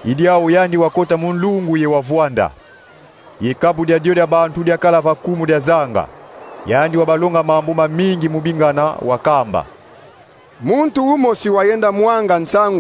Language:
Kongo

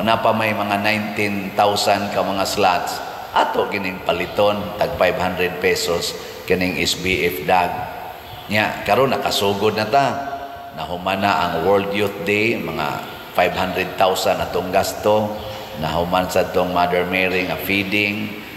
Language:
Cebuano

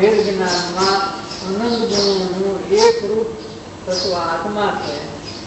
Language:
Gujarati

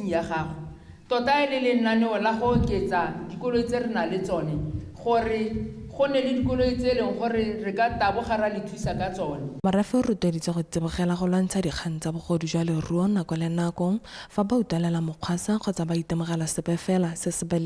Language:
Tswana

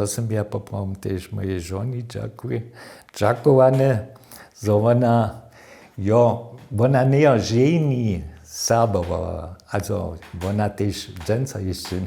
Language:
Upper Sorbian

